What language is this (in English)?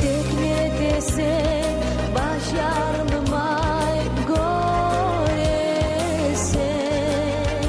Kumyk